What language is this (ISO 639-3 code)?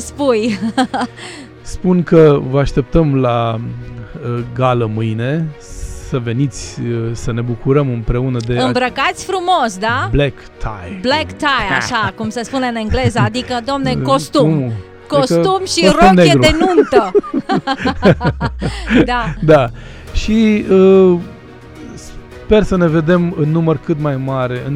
ron